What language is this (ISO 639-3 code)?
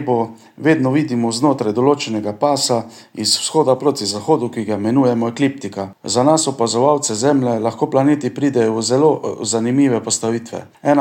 slv